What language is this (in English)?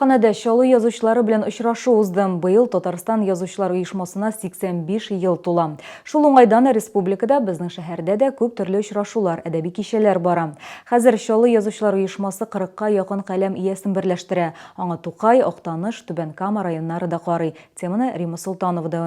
Tatar